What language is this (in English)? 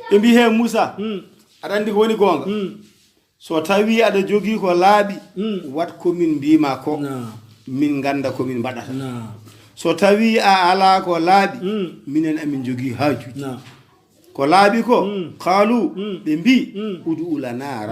Fula